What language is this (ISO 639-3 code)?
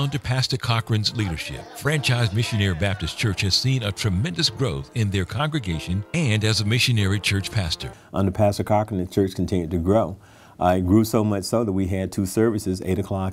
eng